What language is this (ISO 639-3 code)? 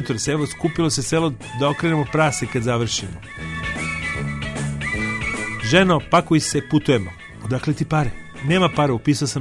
srp